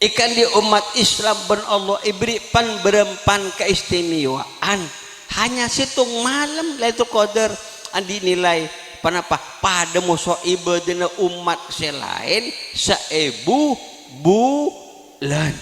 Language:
Madurese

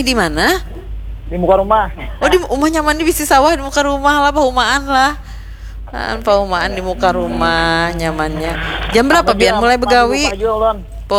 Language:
Banjar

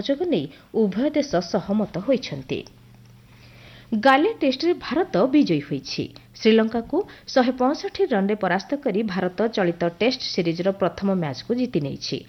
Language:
Odia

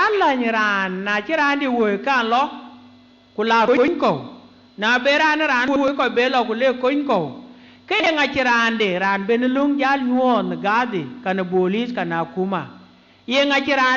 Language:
Dinka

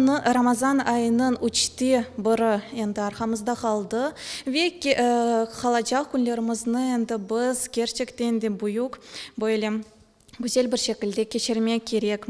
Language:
Crimean Tatar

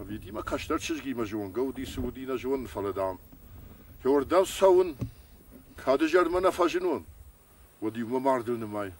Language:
Ossetic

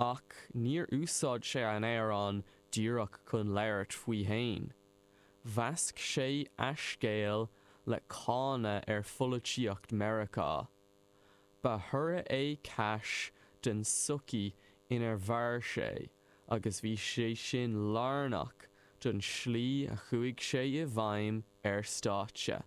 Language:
Irish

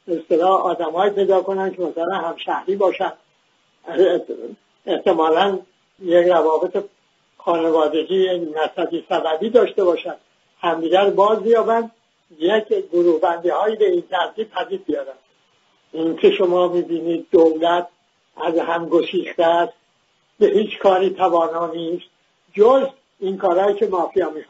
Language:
Persian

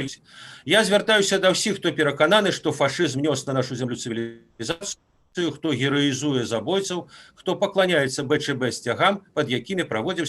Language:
Belarusian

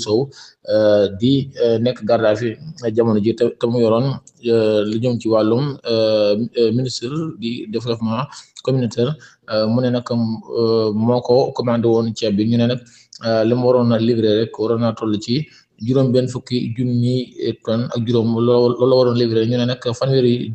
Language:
Wolof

